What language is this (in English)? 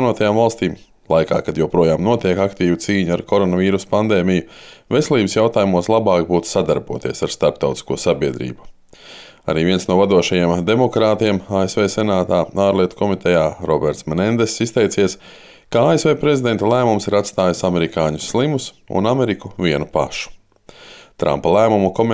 Latvian